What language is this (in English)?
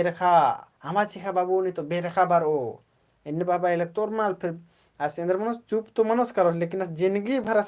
Kurukh